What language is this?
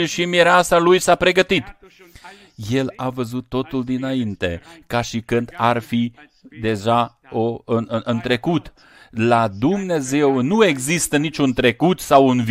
Romanian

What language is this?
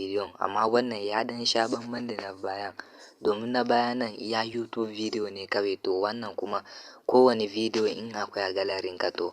Hausa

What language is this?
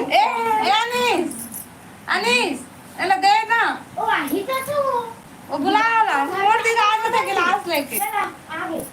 Chhattisgarhi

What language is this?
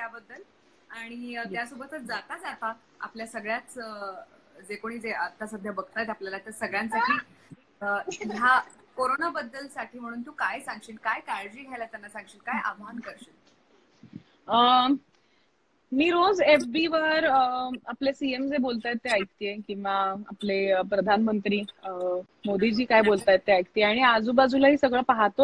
Marathi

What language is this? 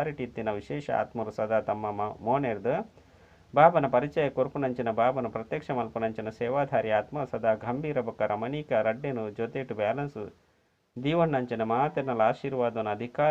Tulu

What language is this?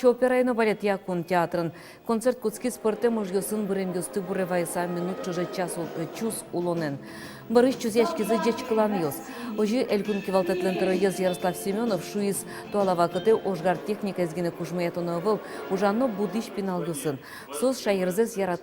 Udmurt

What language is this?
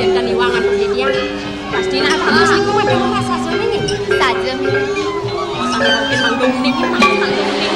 Balinese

